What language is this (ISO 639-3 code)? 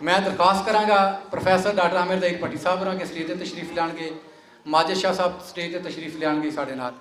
lah